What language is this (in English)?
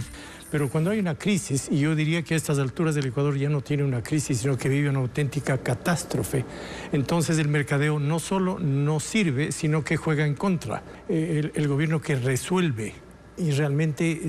Spanish